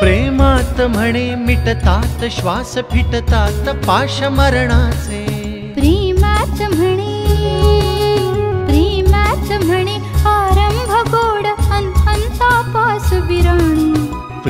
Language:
Marathi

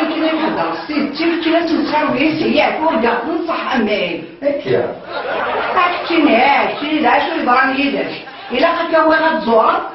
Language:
Kabyle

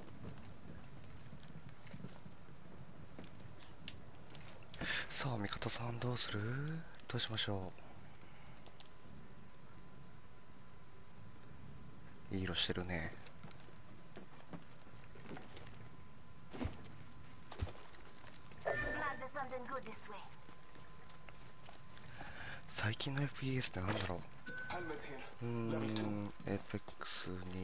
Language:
Japanese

